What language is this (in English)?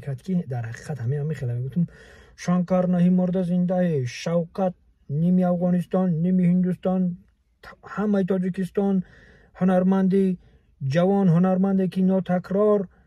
Tajik